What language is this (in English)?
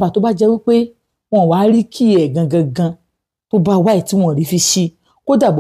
Yoruba